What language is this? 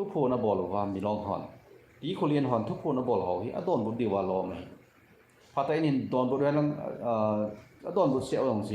Thado Chin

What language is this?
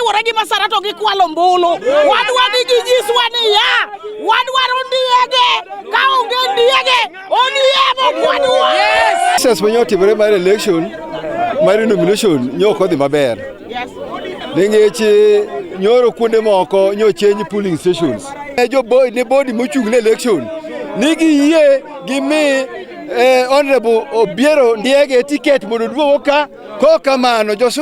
Luo (Kenya and Tanzania)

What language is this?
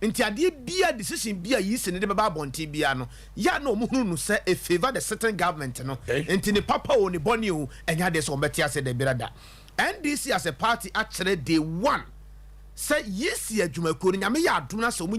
Akan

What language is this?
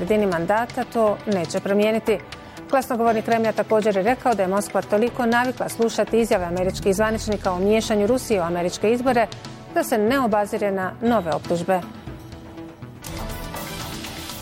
Bosnian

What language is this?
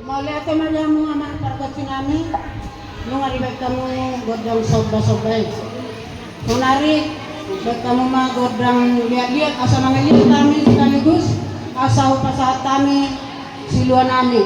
Batak Toba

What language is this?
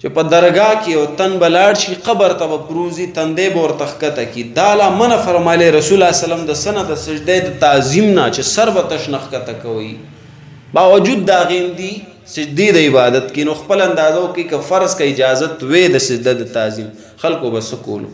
Pashto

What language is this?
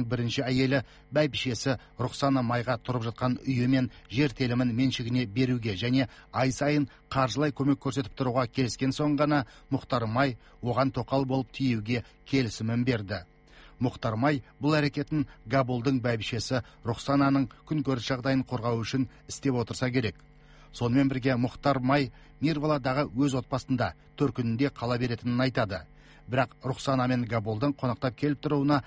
Kazakh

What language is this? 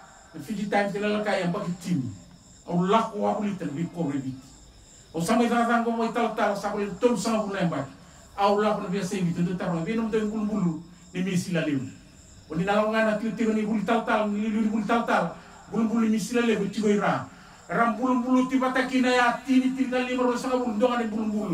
Fijian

